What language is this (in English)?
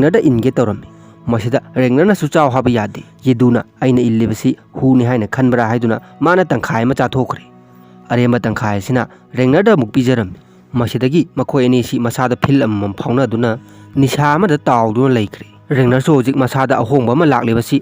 Manipuri